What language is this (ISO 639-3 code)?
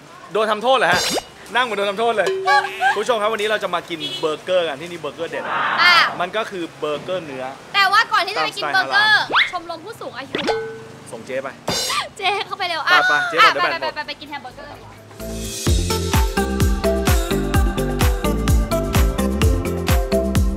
tha